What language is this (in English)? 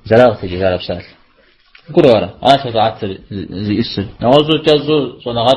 Kabardian